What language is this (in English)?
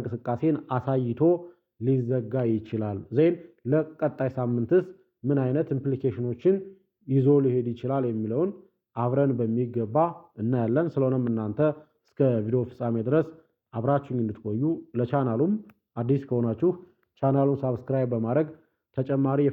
Amharic